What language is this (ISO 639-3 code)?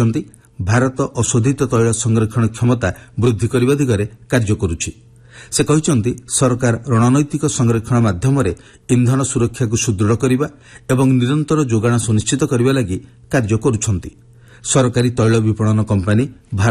ori